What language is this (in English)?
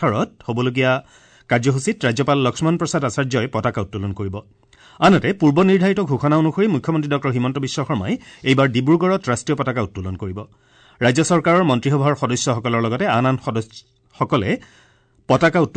Assamese